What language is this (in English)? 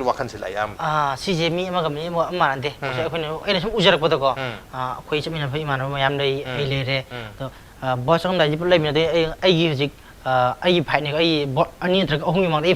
Manipuri